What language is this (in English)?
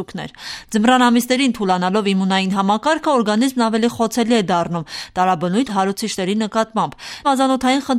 Armenian